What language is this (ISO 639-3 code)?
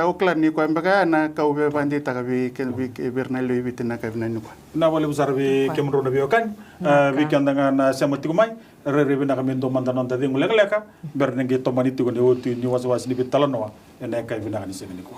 fij